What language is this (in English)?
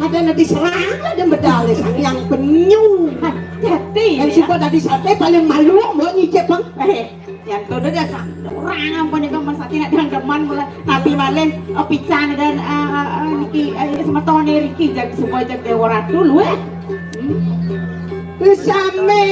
Balinese